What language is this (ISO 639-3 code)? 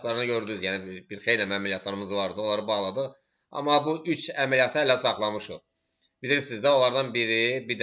aze